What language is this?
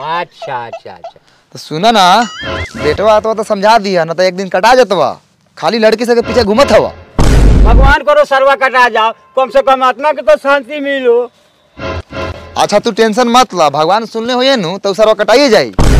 Bhojpuri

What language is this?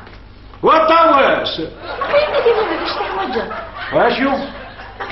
Kabyle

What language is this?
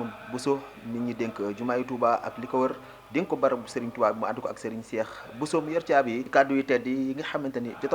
Wolof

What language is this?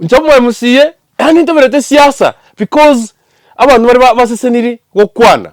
Gusii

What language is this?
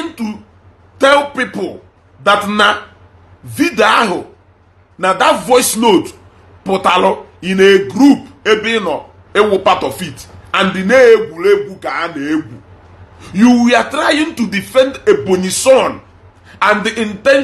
Igbo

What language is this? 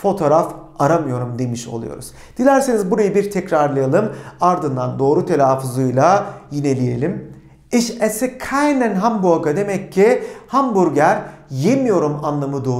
Turkish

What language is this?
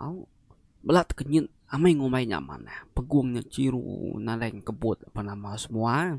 Iban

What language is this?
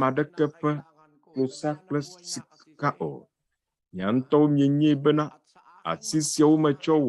Ewe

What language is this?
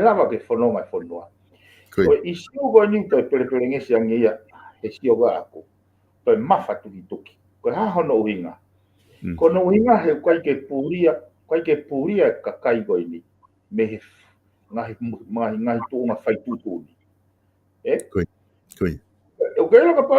Tongan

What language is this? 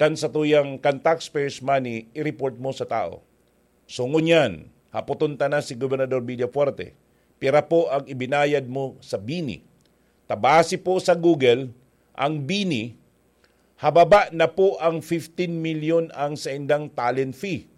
Bikol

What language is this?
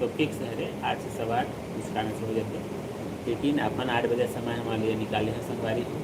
Chhattisgarhi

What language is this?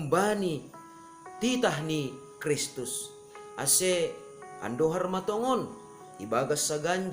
Batak Simalungun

